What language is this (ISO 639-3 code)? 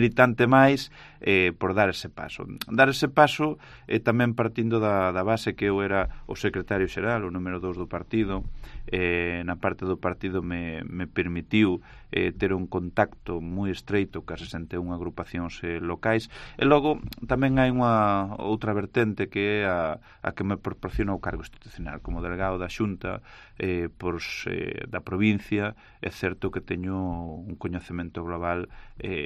glg